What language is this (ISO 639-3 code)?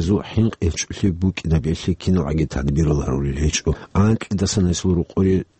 ava